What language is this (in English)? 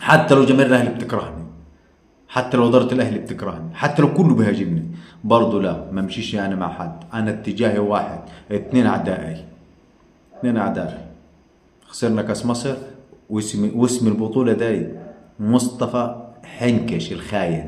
Egyptian Arabic